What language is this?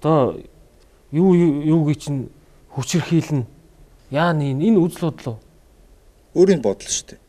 Mongolian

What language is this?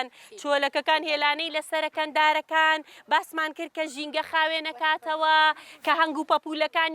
Central Kurdish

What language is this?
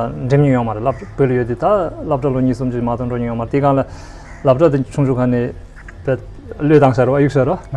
Tibetan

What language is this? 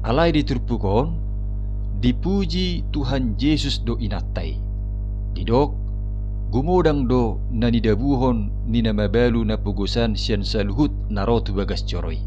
Batak Toba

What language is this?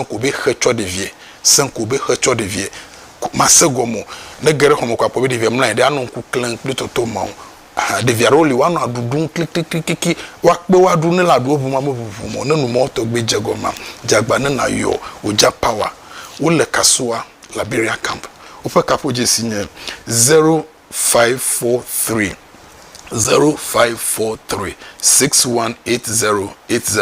Ewe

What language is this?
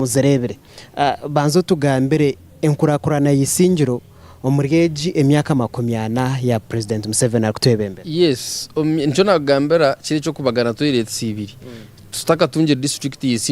Nyankole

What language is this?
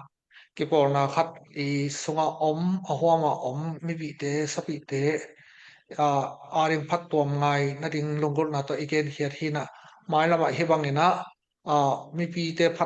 Tedim Chin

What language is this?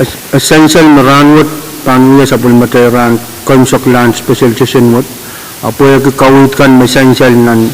Pohnpeian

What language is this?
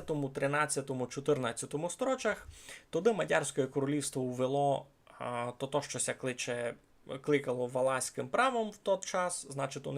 Rusyn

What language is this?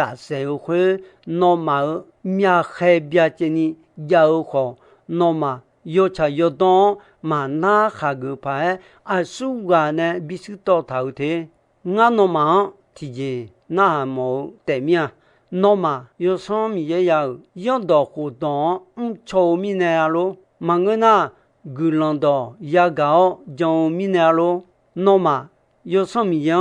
Akha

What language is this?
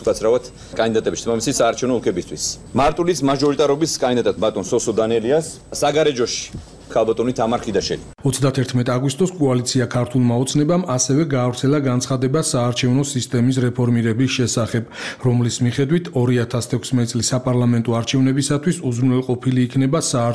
Georgian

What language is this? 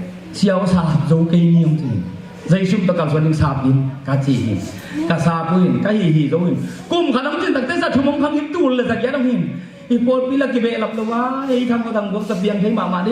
Tedim Chin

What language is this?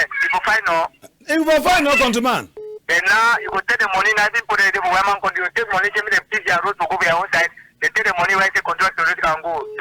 Cameroon Pidgin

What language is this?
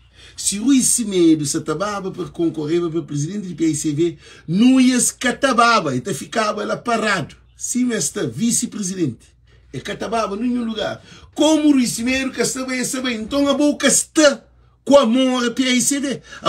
Kabuverdianu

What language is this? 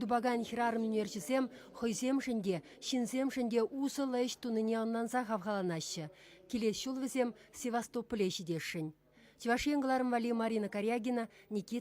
Chuvash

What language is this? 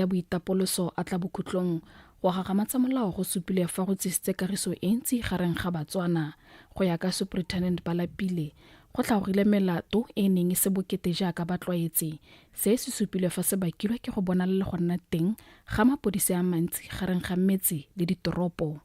Tswana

